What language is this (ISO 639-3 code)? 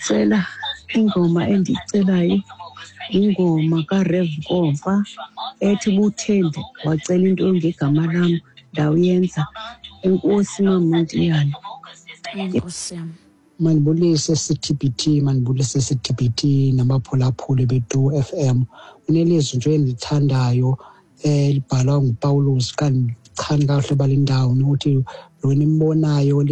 xho